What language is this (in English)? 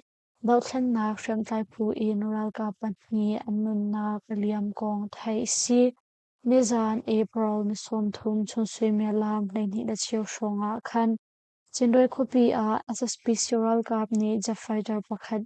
Hakha Chin